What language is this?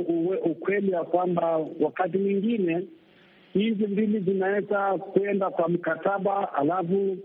Swahili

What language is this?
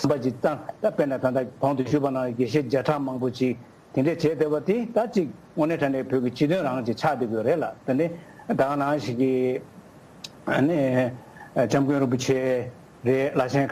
Tibetan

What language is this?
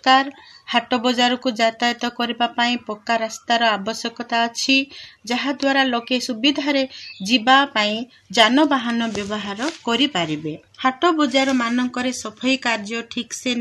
Odia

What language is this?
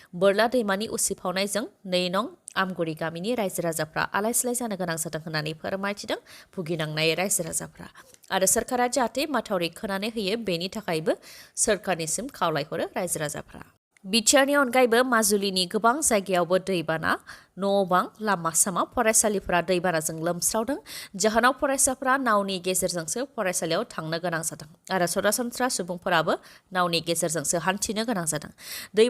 Bodo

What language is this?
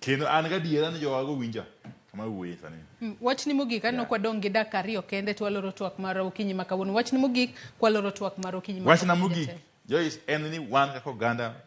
Luo (Kenya and Tanzania)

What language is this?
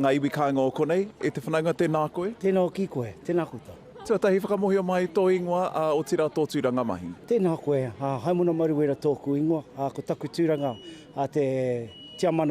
Māori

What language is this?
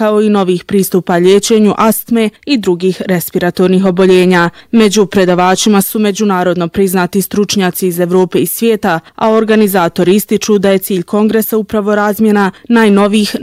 Bosnian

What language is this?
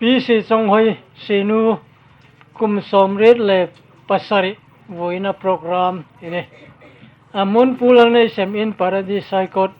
Hmar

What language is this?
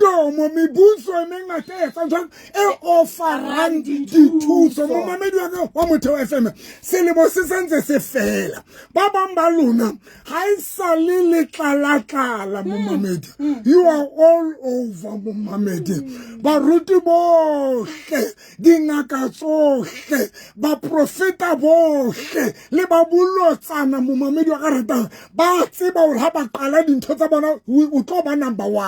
Southern Sotho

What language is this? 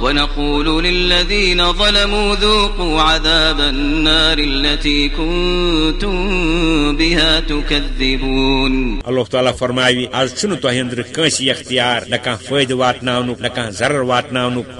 Kashmiri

